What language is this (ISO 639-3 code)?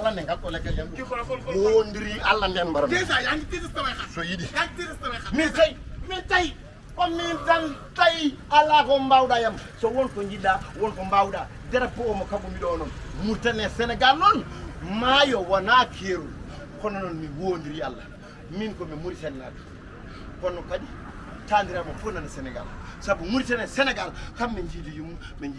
ful